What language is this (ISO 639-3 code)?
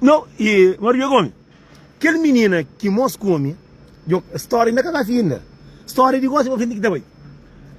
kea